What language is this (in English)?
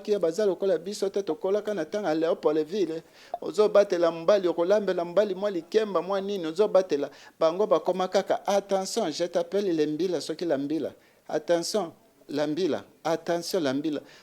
Lingala